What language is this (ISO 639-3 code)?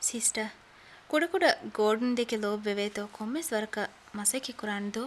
div